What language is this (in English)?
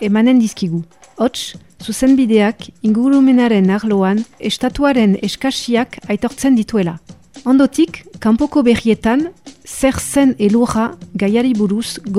Basque